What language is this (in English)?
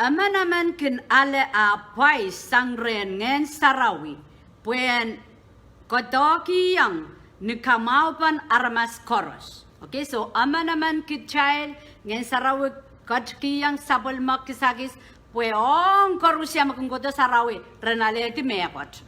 Pohnpeian